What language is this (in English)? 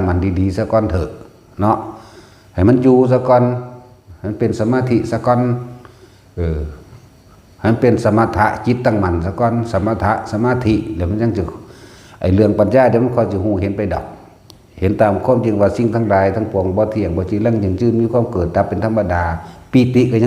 Northeastern Thai